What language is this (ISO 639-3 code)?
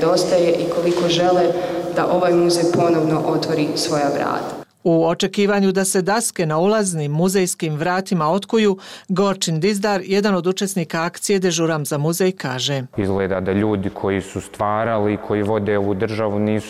bos